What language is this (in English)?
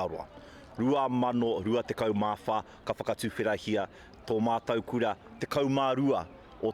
Māori